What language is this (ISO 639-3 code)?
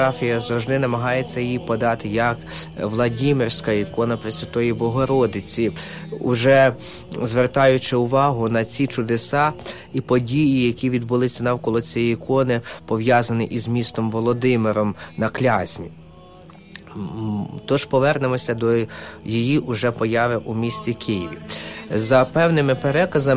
ukr